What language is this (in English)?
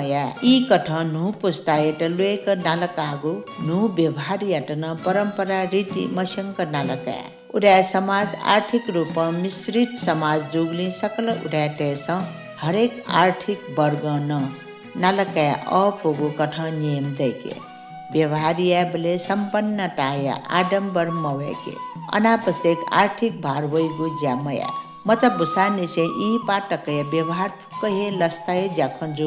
Newari